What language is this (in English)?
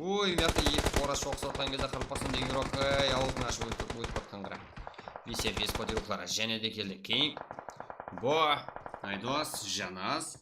Kara-Kalpak